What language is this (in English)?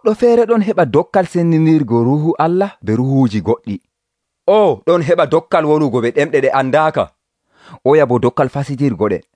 Nigerian Fulfulde